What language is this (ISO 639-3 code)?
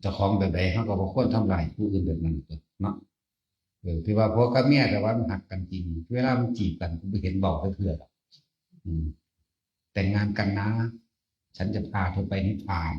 tts